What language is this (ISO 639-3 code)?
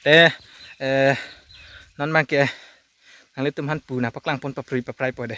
mjw